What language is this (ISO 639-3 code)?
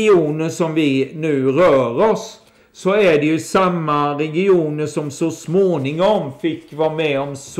swe